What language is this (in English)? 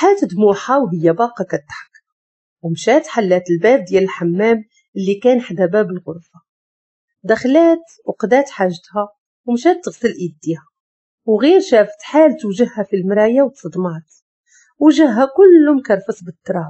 Moroccan Arabic